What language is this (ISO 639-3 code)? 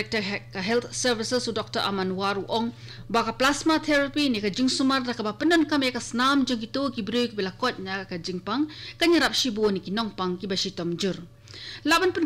kha